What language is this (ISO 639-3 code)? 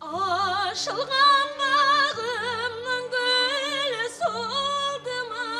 kaa